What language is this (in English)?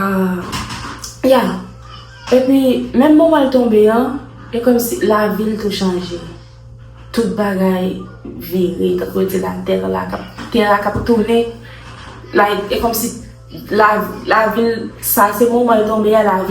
Haitian Creole